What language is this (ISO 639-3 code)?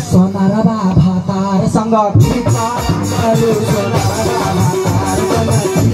mai